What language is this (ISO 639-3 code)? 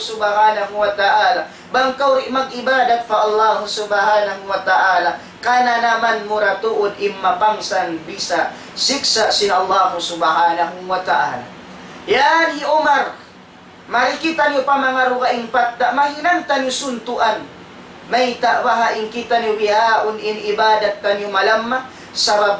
tsg